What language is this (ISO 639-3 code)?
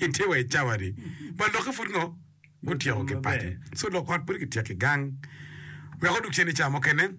ach